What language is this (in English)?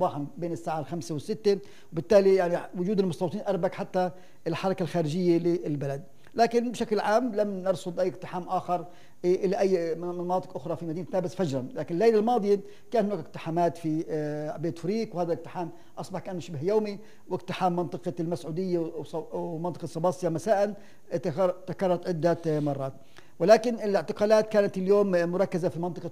North Levantine Arabic